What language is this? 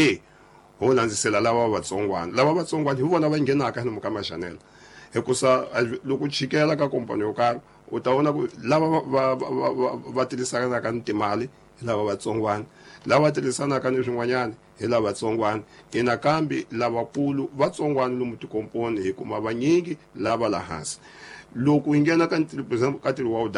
Tsonga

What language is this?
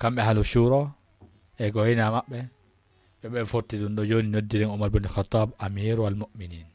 Fula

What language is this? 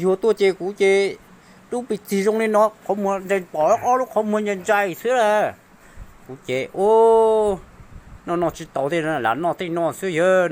Hmong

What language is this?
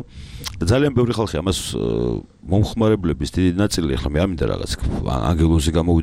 Georgian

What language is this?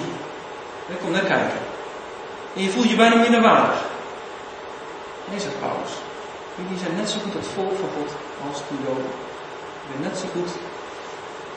Dutch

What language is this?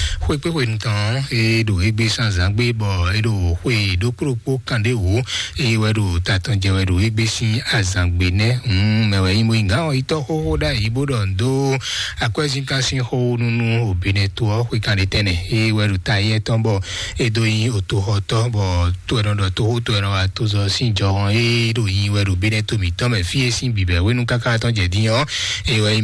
Fon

